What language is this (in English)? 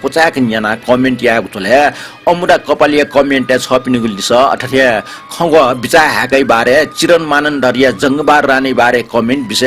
Newari